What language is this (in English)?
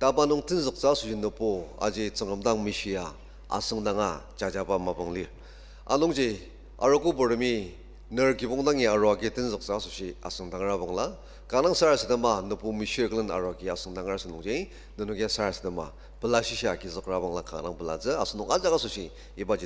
Ao Naga